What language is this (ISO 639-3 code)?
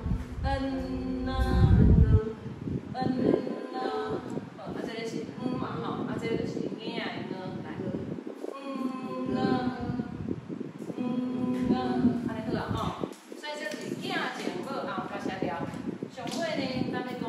nan